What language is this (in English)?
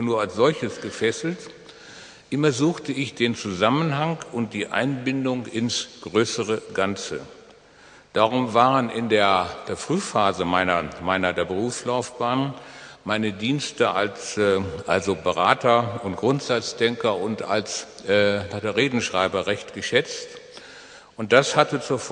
German